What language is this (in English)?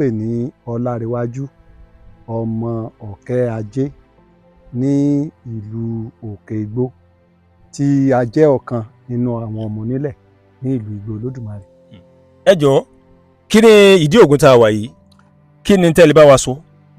Yoruba